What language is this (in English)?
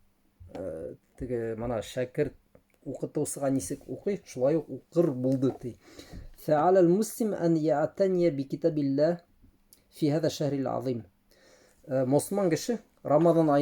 Bashkir